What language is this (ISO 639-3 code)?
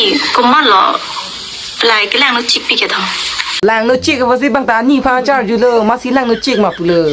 mjw